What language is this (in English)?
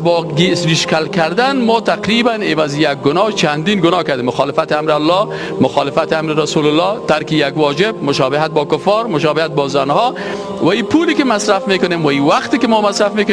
Persian